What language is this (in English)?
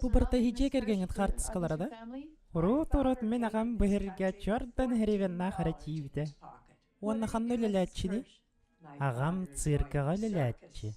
Yakut